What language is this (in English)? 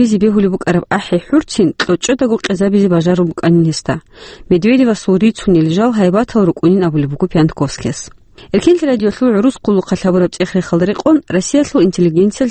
Avaric